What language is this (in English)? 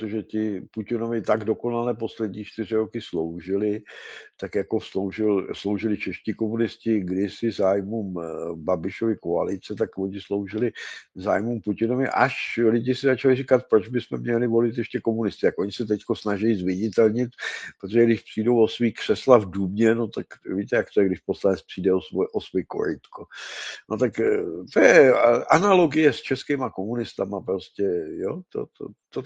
Czech